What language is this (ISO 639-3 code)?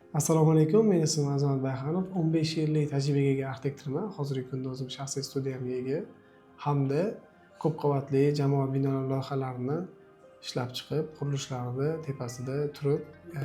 uzb